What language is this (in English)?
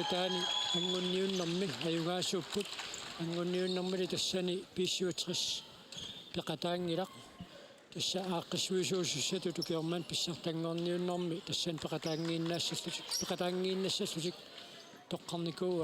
Kalaallisut